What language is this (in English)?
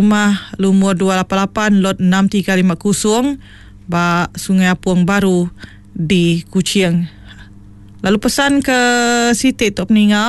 Iban